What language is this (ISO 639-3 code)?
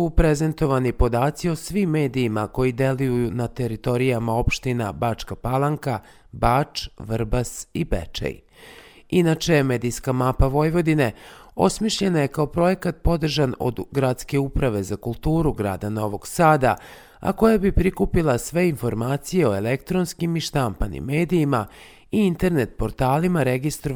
srp